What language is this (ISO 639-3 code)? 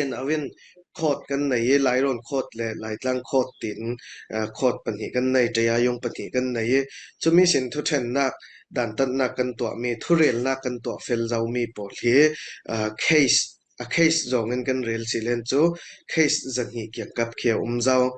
cfm